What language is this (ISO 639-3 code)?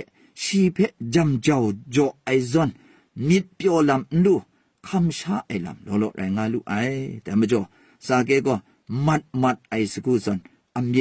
kac